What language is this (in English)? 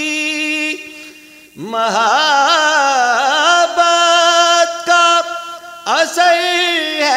Urdu